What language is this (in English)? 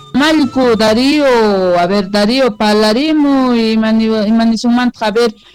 Quechua